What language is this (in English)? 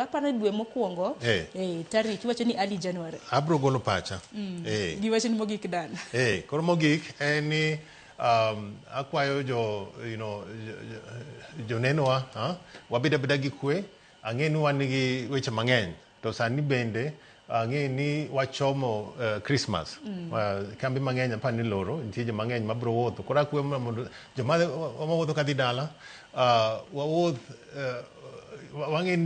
Luo (Kenya and Tanzania)